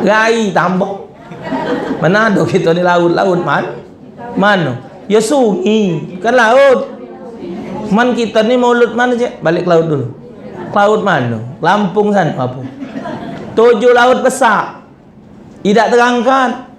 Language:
Musi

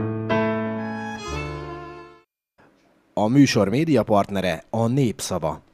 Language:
Hungarian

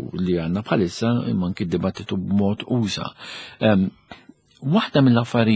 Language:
Maltese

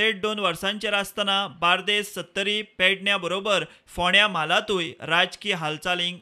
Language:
Konkani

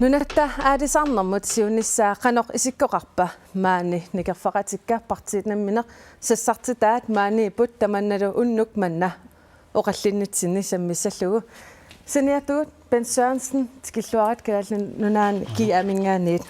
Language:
Kalaallisut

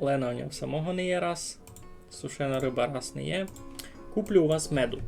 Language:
Rusyn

